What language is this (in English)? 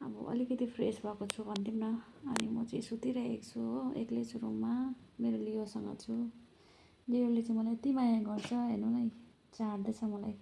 Nepali